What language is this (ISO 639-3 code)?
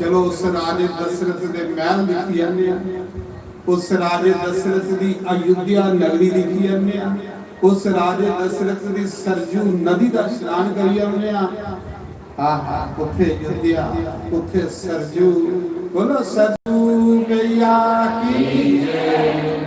doi